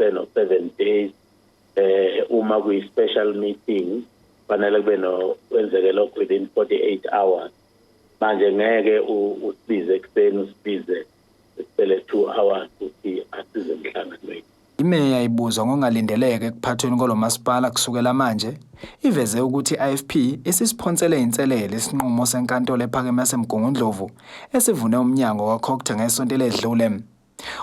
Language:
Zulu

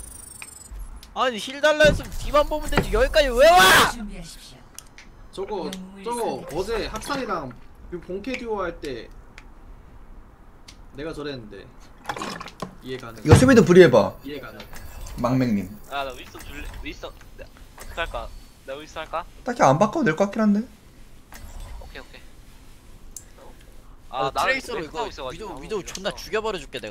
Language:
Korean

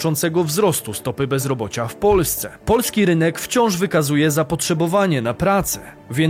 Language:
Polish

